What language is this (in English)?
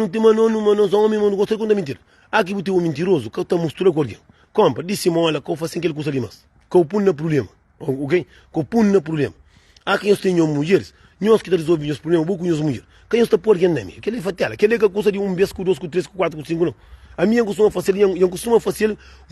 Kabuverdianu